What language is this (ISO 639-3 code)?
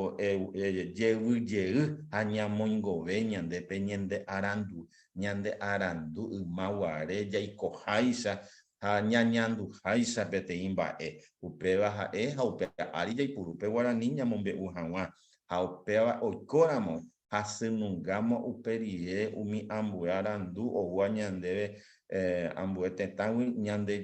grn